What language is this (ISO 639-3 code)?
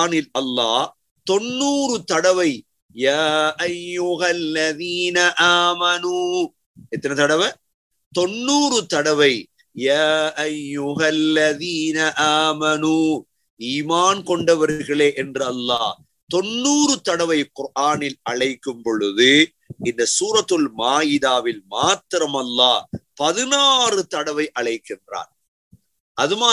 tam